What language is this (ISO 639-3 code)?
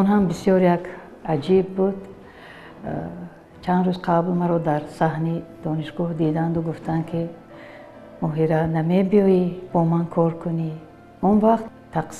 tgk